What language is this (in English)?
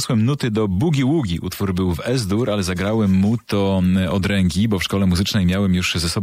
Polish